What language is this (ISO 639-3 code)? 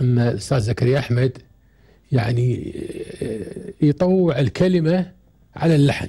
afb